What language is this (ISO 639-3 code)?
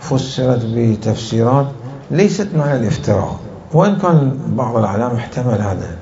acm